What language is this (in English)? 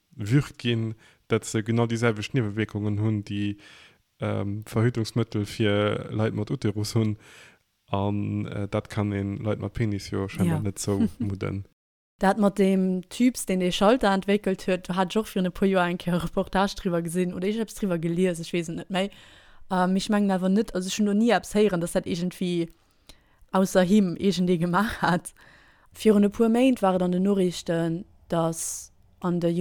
Luxembourgish